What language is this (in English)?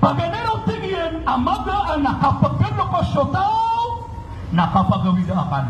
Maranao